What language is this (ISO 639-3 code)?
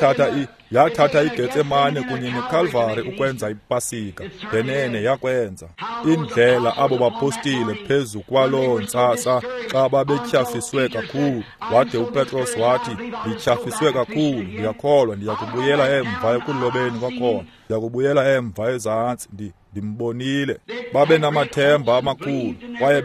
xho